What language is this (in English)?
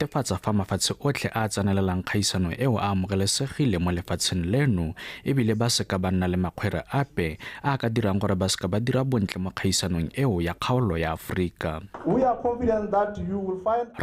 Tswana